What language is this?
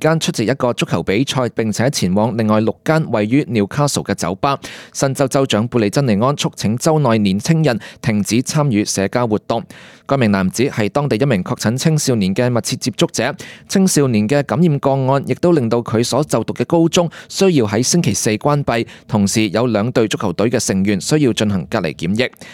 Cantonese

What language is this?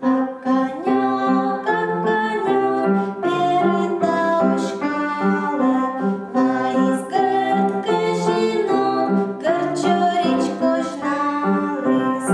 Komi-Permyak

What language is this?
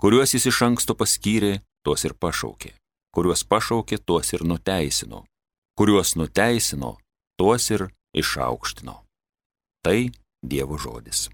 Lithuanian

